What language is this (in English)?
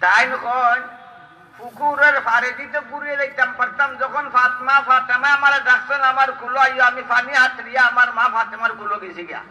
Sylheti